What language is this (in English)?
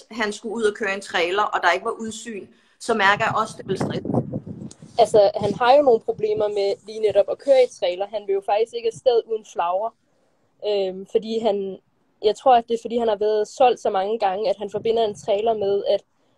Danish